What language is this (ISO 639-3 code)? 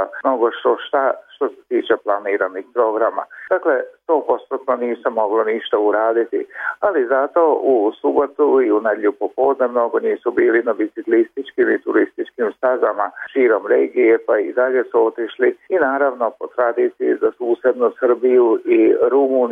srp